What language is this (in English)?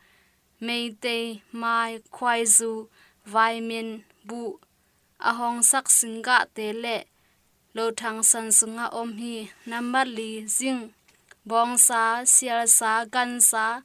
Tedim Chin